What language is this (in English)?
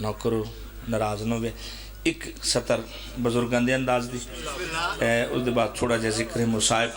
Pahari-Potwari